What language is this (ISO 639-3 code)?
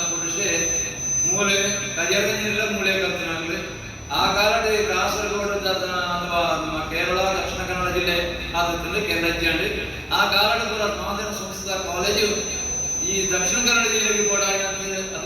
tcy